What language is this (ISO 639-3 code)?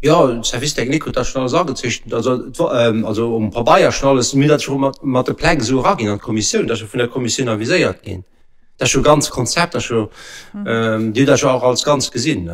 ltz